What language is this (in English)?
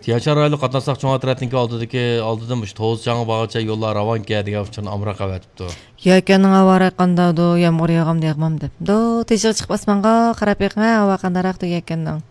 Uyghur